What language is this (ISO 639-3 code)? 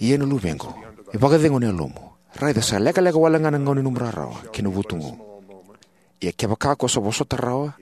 fij